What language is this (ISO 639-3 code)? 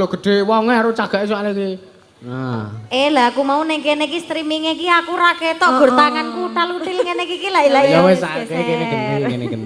jav